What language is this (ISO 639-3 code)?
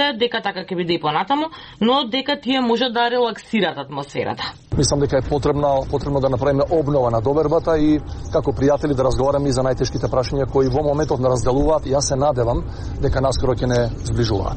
mkd